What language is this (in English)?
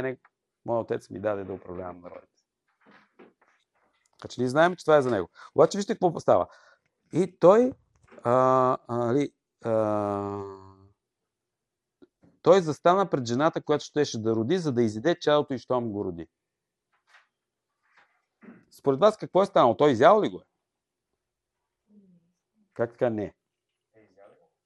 Bulgarian